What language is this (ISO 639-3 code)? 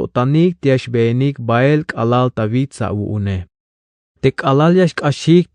tzh